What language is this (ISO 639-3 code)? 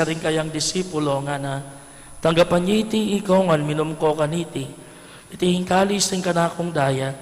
pam